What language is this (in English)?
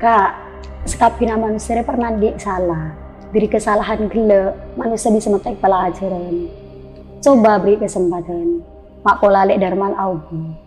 Madurese